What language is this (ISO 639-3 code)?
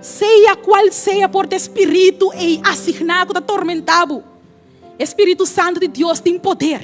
pap